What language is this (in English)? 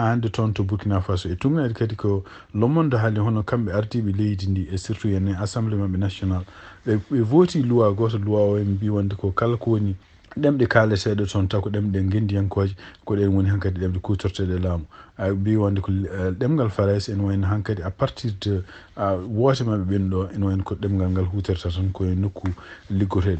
Fula